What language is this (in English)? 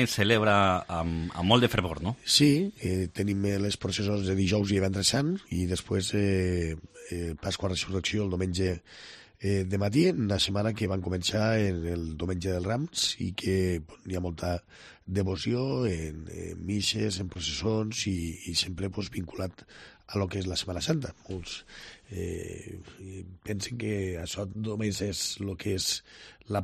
Catalan